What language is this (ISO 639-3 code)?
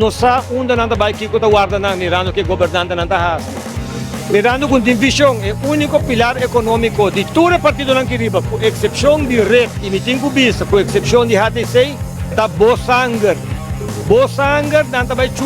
pap